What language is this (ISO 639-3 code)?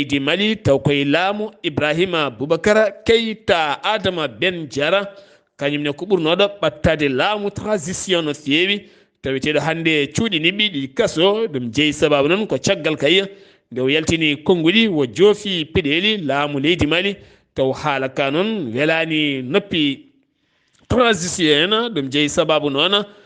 ful